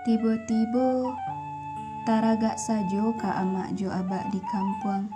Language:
Minangkabau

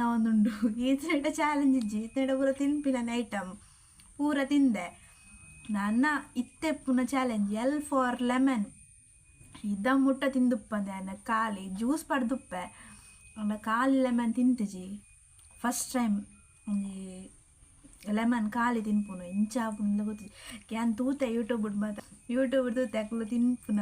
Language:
Tulu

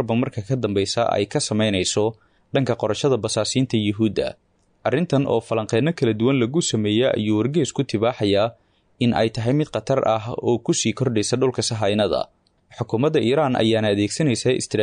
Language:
Somali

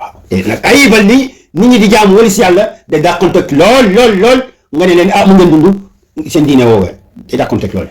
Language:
Wolof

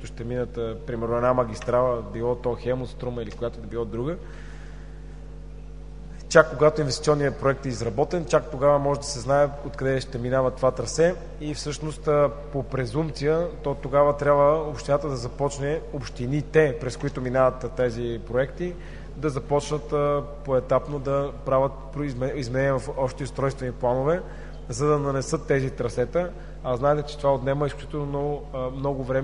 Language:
Bulgarian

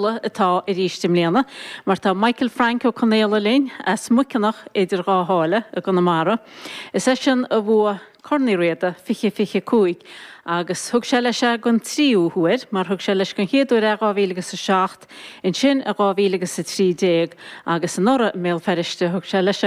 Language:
Irish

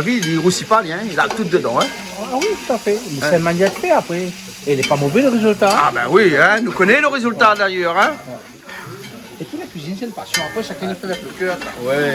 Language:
Réunion Creole French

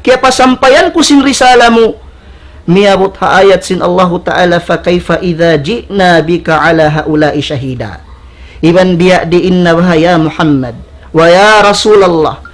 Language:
Tausug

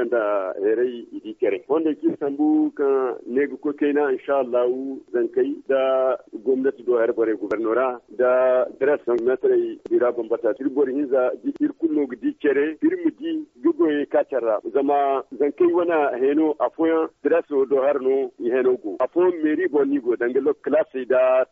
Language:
Zarma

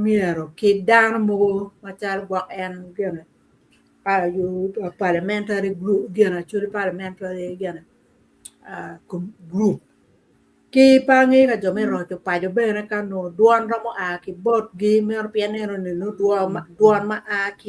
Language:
Acoli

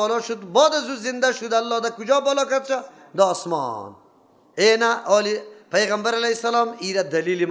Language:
Persian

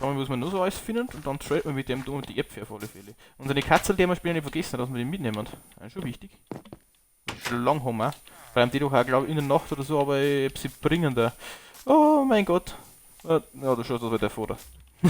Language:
Bavarian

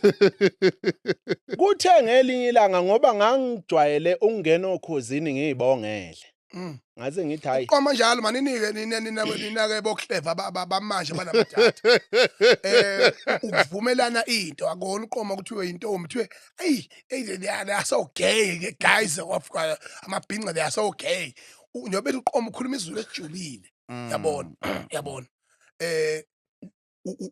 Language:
Zulu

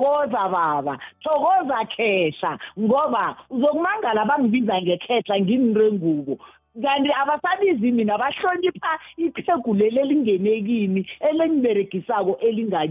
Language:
South Ndebele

